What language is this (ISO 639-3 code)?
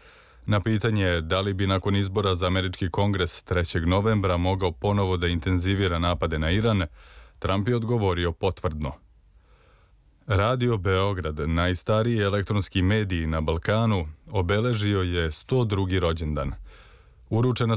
srp